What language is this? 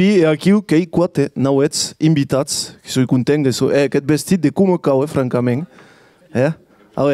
Occitan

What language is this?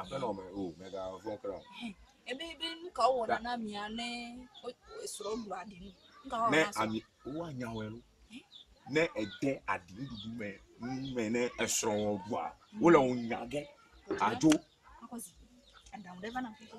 Ewe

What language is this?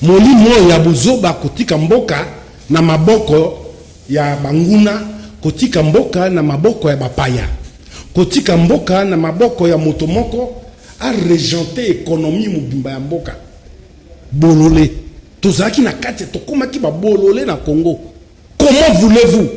Lingala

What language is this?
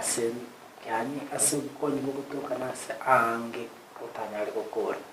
Gusii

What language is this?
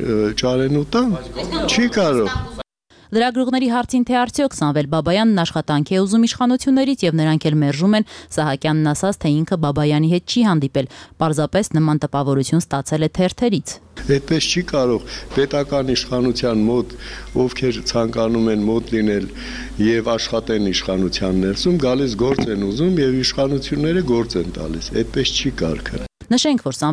Armenian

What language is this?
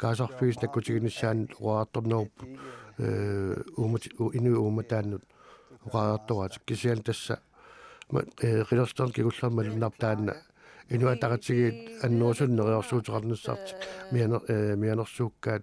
Kalaallisut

